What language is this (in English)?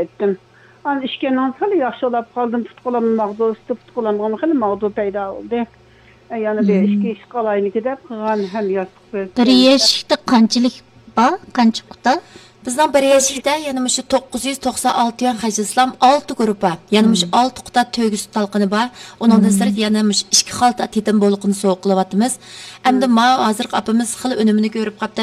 Uyghur